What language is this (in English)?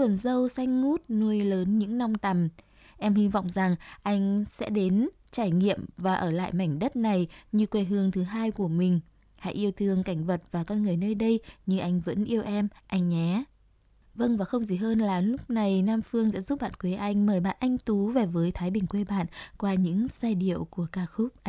Vietnamese